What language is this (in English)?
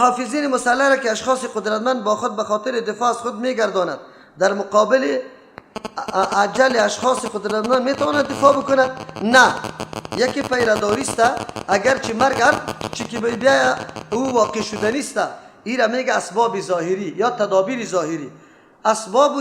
Persian